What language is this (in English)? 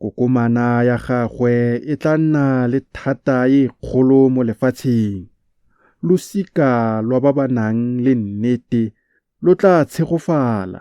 Tswana